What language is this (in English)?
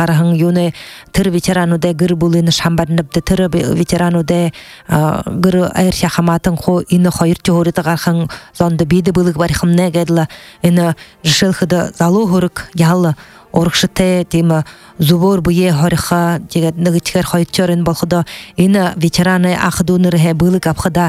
Buriat